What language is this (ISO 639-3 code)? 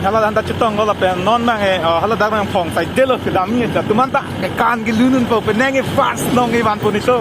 mjw